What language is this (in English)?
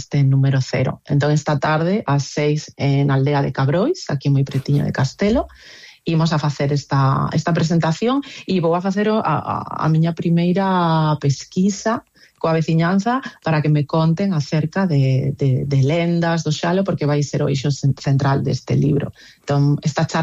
Galician